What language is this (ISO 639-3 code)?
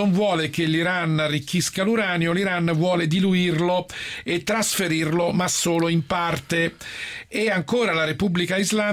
ita